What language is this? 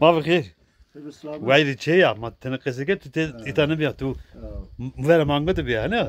Zaza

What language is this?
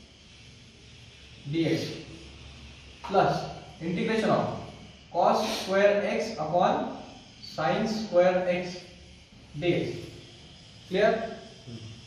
Marathi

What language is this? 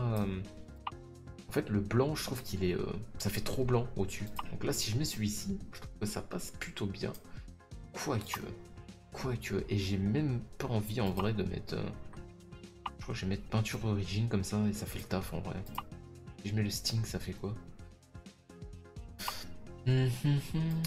French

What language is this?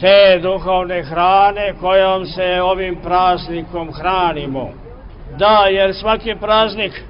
Serbian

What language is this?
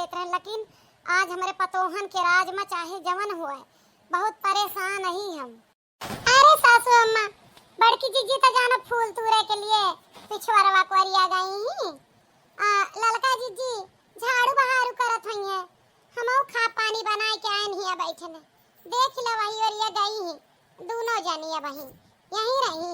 Awadhi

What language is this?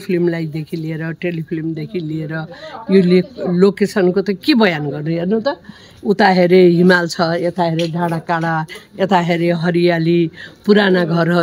Nepali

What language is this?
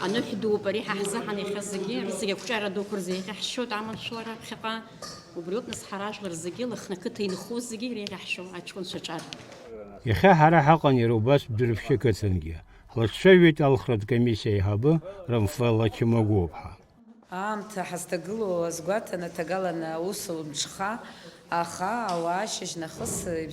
Abkhazian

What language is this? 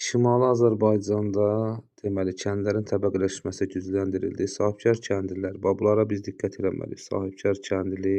Azerbaijani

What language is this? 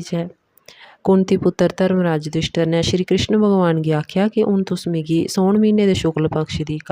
Dogri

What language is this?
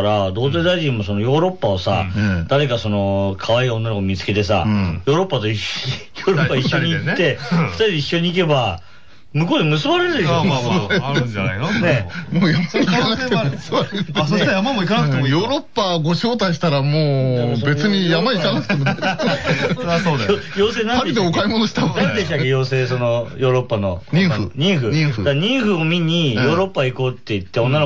Japanese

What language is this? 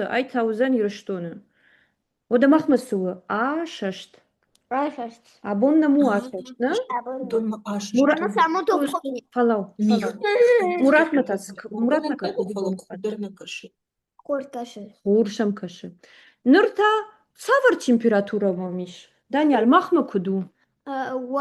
Ossetic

